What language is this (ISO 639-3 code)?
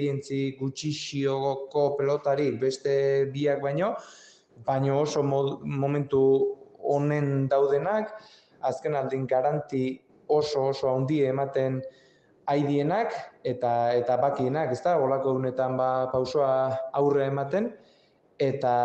eus